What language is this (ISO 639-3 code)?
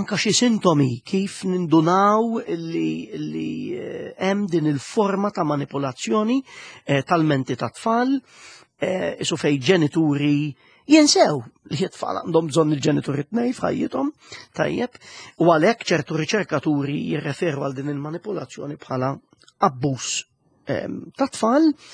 mlt